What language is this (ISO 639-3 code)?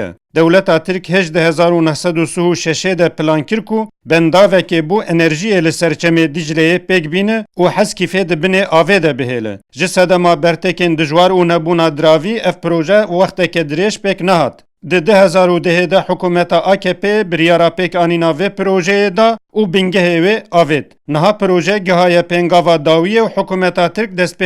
kur